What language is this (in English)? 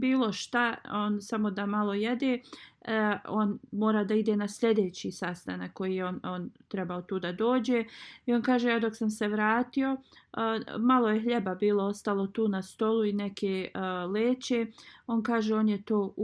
Bosnian